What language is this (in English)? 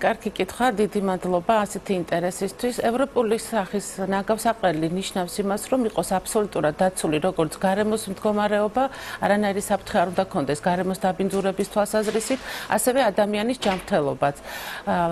Georgian